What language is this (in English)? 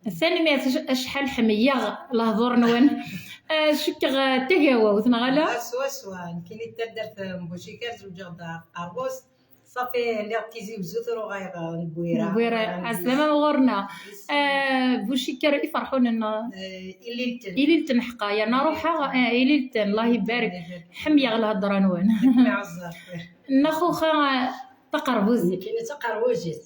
Kabyle